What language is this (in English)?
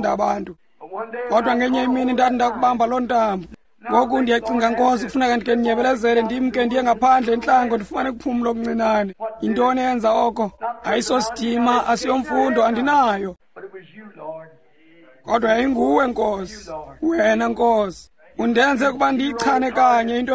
Xhosa